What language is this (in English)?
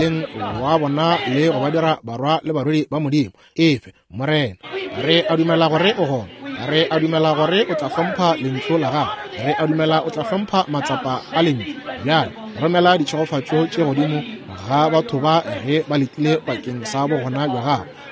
Northern Sotho